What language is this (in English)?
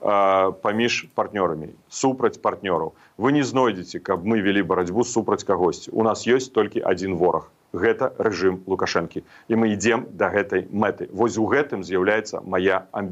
Belarusian